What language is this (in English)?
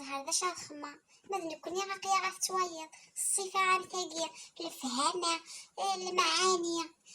Kabyle